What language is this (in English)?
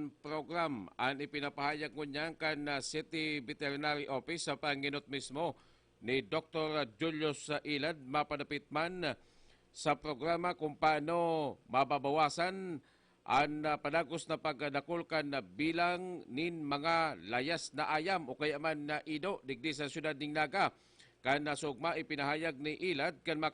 Bikol